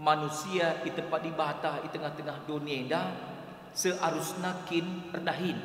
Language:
Batak Karo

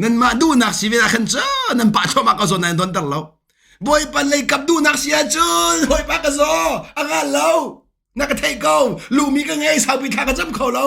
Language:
Hakha Chin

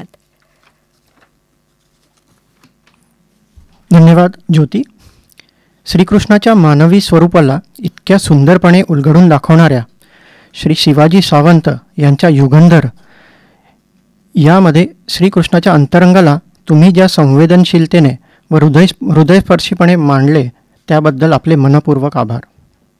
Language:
Marathi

